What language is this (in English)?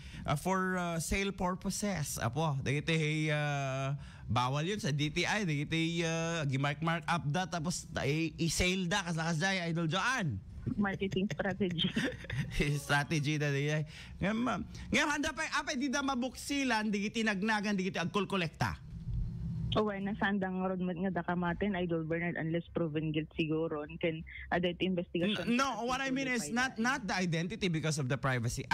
Iloko